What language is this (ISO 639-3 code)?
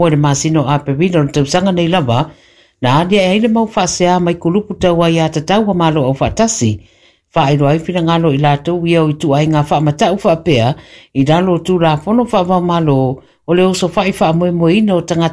smo